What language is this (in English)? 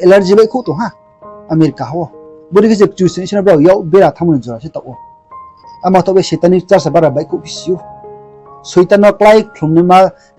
Riang (India)